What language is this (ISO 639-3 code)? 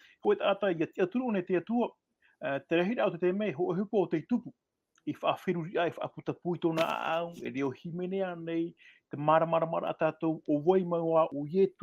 tah